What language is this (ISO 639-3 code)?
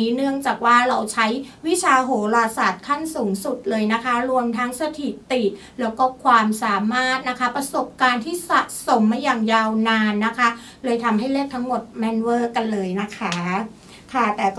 tha